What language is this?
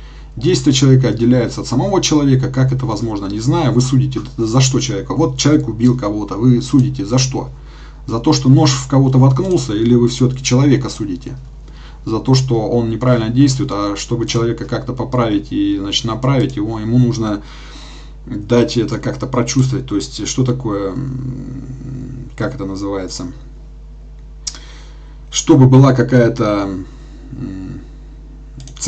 Russian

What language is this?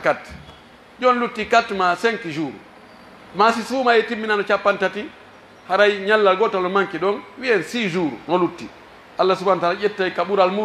Pular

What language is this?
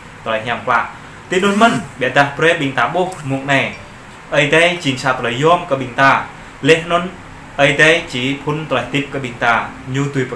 Jarai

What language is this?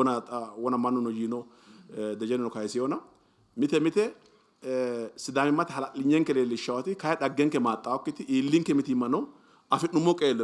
Sidamo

